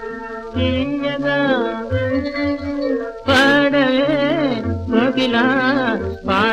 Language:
Telugu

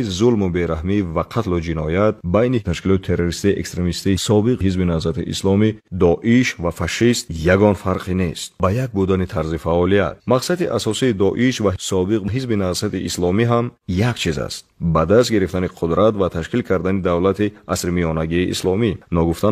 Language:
Tajik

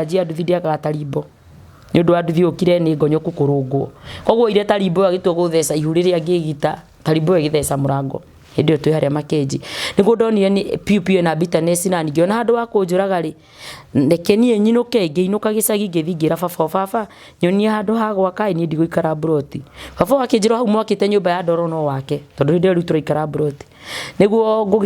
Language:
Kikuyu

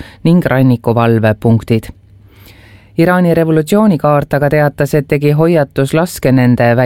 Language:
Estonian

